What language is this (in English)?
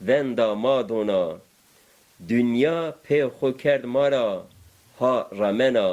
Zaza